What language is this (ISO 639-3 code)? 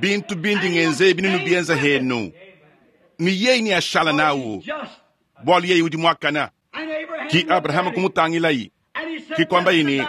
lua